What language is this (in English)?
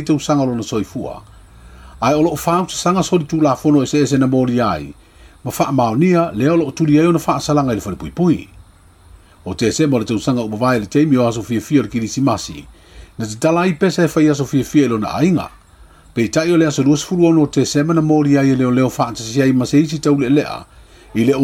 Samoan